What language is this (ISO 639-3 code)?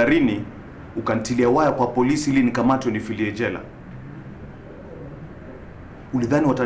swa